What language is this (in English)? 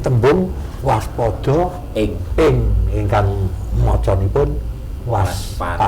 Javanese